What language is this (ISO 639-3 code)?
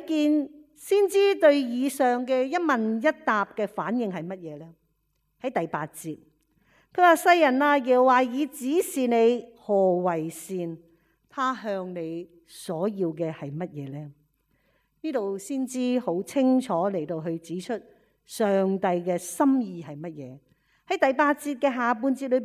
yue